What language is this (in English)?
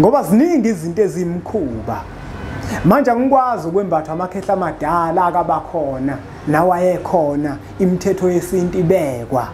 Zulu